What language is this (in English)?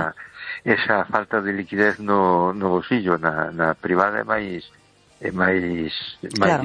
Galician